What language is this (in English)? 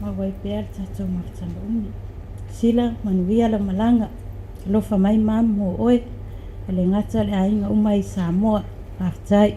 Samoan